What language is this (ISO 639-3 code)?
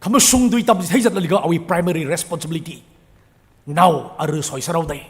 nmf